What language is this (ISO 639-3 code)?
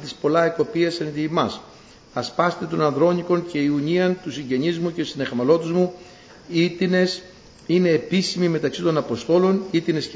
ell